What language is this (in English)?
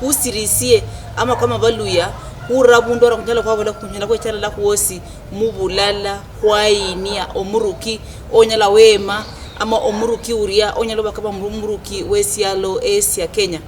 Luyia